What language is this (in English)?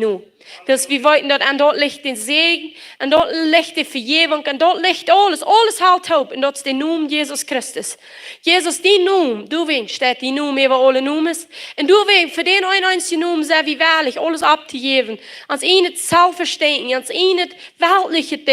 Plautdietsch